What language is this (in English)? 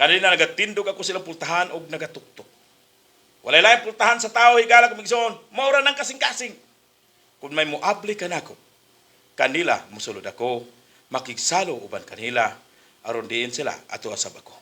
Cebuano